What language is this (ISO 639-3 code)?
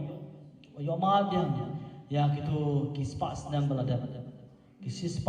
kha